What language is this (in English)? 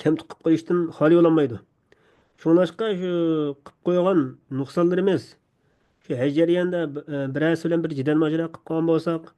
Uyghur